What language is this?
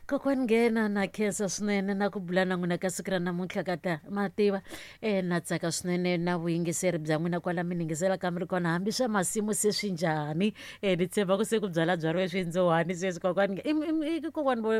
Tsonga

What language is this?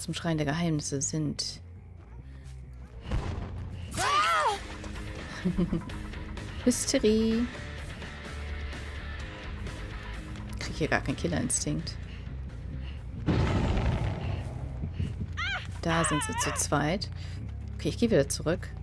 German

